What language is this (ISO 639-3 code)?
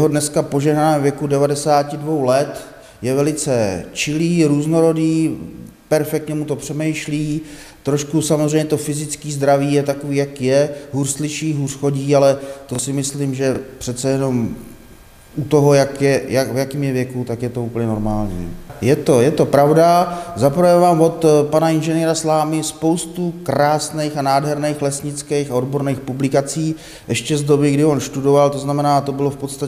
ces